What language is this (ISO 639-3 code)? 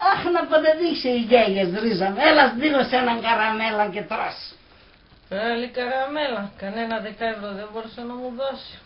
pnt